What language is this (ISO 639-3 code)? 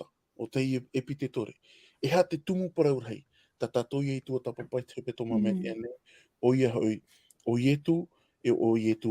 tah